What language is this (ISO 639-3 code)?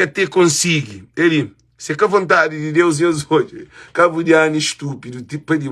kea